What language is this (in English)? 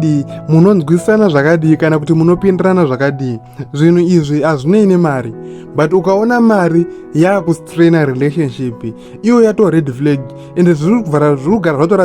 Shona